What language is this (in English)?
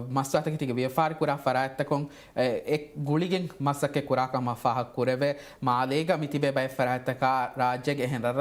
Divehi